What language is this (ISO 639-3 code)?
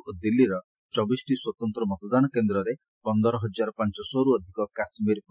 ori